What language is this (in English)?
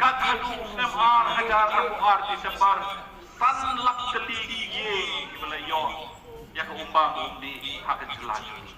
Khasi